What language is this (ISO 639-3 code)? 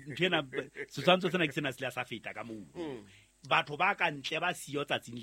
sot